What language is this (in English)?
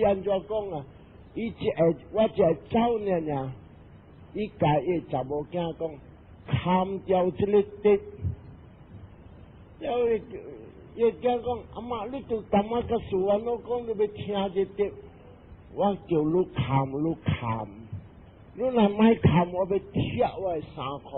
Min Nan Chinese